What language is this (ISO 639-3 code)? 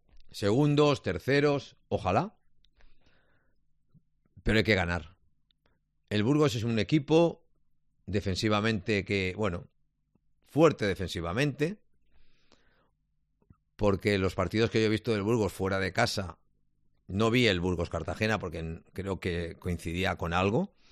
spa